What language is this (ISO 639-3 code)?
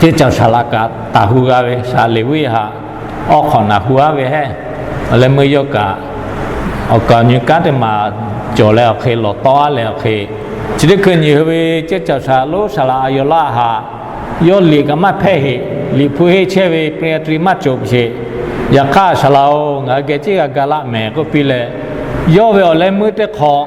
lhu